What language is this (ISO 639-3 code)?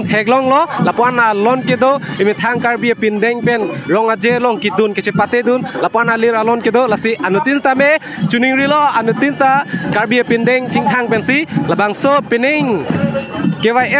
mjw